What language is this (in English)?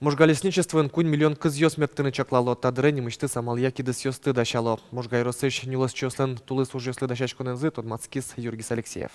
Udmurt